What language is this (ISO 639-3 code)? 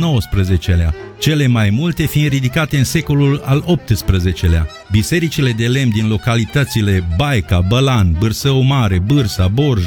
ron